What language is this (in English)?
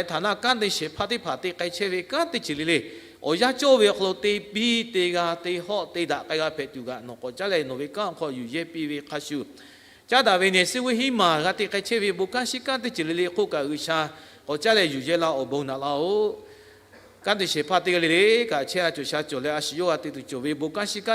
Lahu